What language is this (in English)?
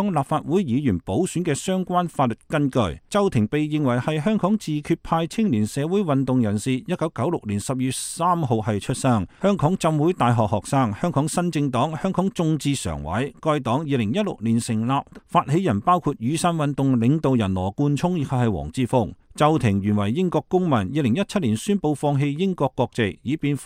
Cantonese